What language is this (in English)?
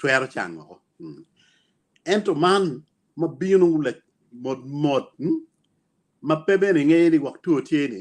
Acoli